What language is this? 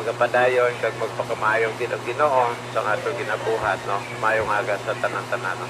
Hiligaynon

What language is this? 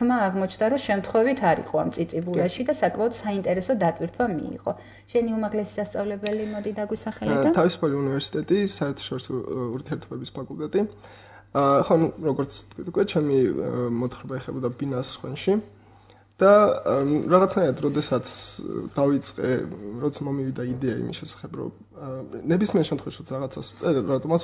Georgian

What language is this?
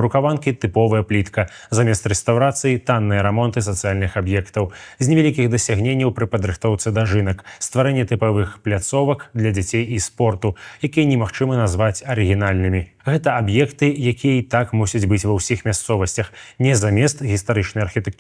Belarusian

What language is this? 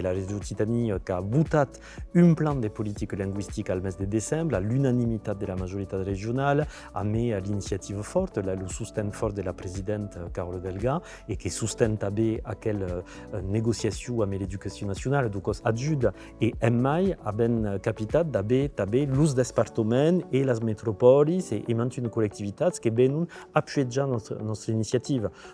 Occitan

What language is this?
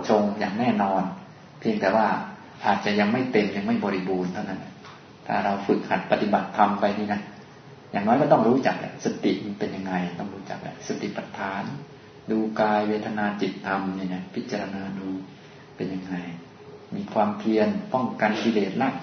Thai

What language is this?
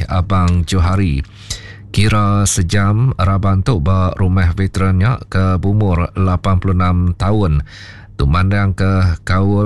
Iban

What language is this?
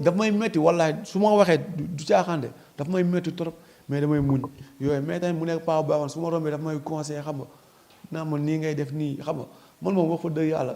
Wolof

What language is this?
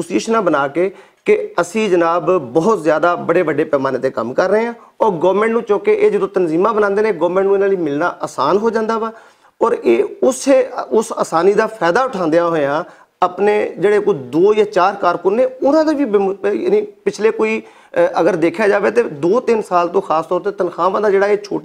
Western Panjabi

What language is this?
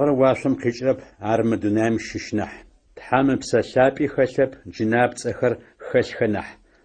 Adyghe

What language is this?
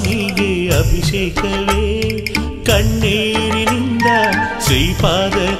Kannada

